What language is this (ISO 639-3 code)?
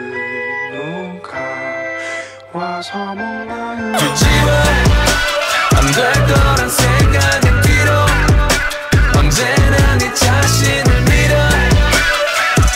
kor